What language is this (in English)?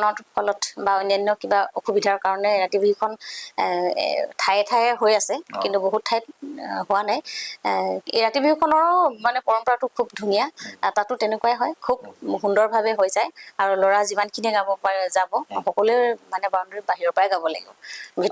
Assamese